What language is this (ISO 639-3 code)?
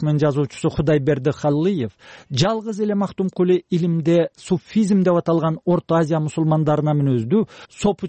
kir